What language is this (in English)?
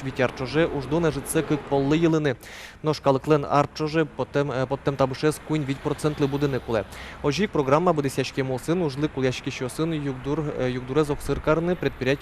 Udmurt